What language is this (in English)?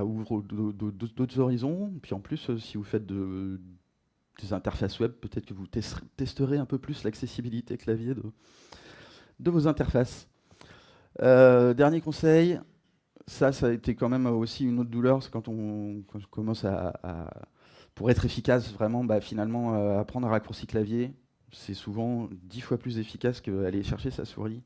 French